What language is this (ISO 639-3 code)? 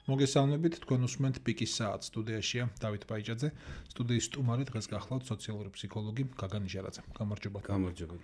kat